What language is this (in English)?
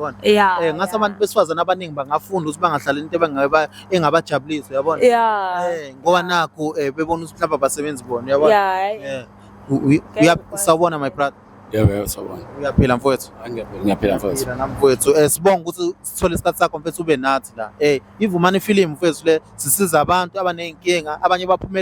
Zulu